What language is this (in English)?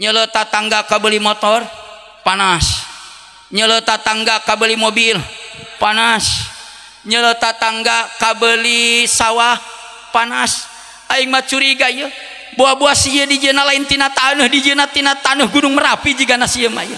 Sundanese